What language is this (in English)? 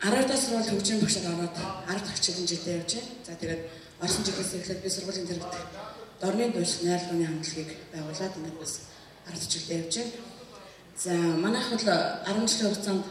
Mongolian